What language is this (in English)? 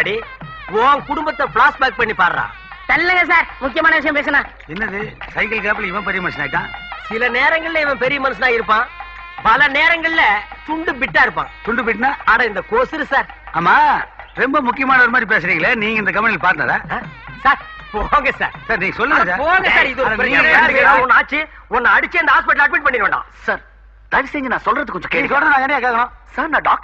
Tamil